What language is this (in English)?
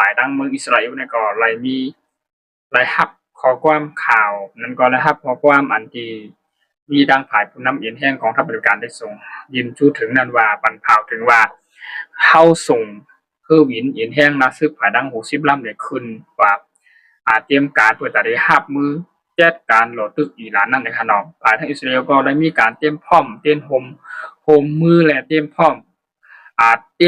Shan